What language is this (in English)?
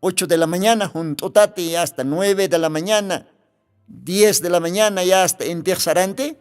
Aymara